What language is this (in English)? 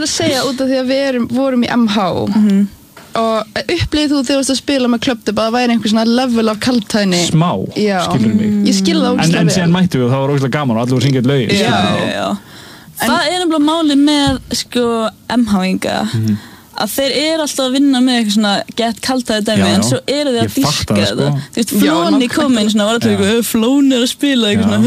Icelandic